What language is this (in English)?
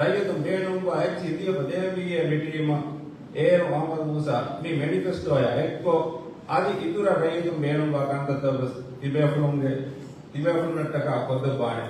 Divehi